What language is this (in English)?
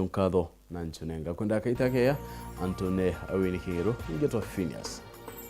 Meru